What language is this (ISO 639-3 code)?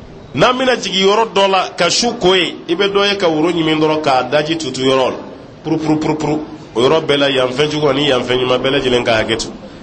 bam